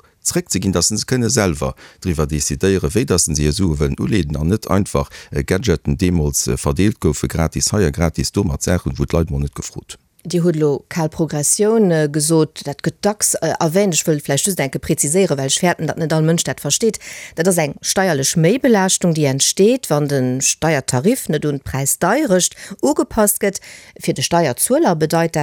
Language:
Luxembourgish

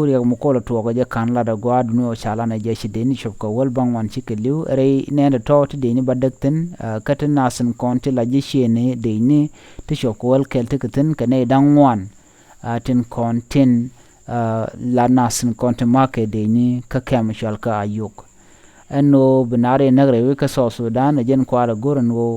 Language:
Nuer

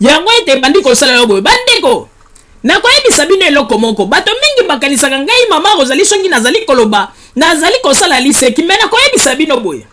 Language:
Lingala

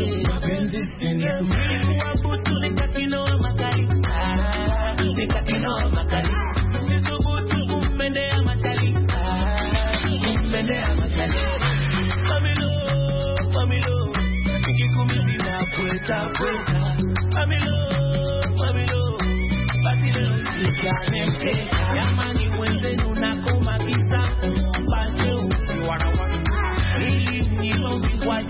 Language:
Swahili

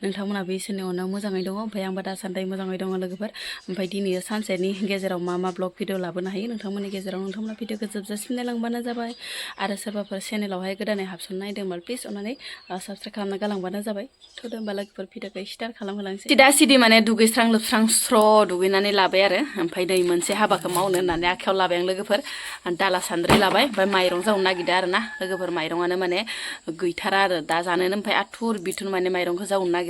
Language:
Bodo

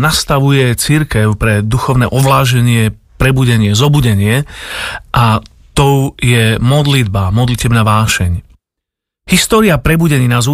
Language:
Slovak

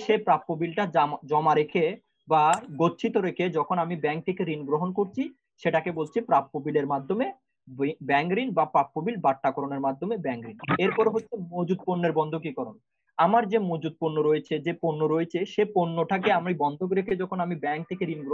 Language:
Bangla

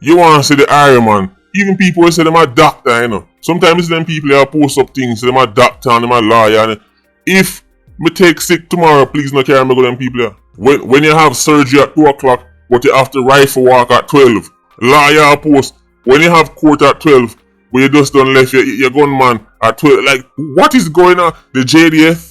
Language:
Jamaican Creole English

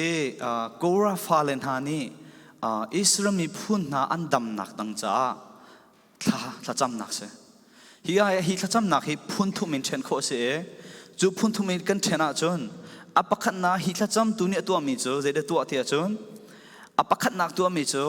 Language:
Falam Chin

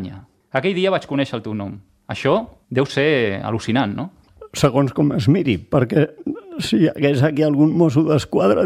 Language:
Catalan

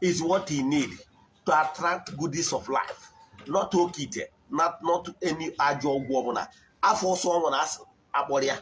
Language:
Igbo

